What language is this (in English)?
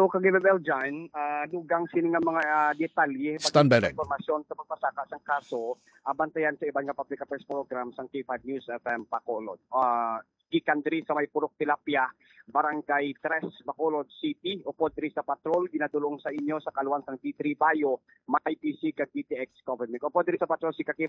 Hiligaynon